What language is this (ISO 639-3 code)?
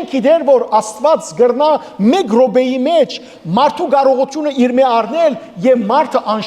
hyw